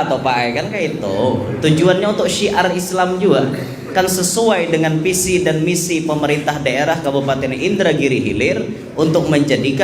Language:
Banjar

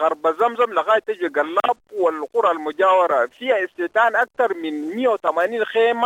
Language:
Sudanese Arabic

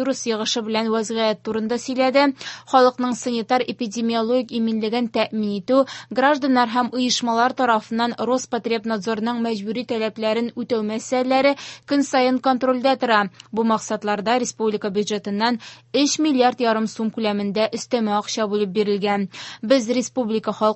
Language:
Tatar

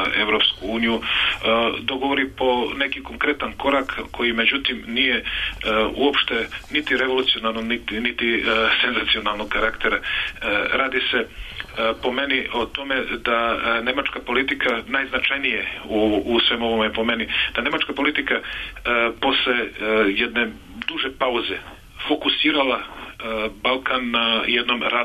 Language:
Serbian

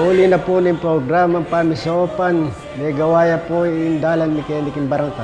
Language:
Pampanga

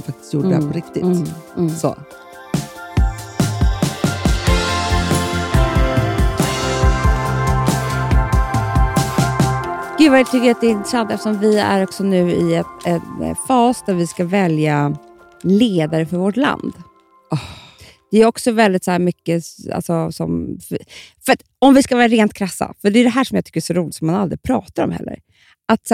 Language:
Swedish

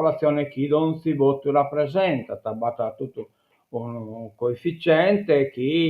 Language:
Sardinian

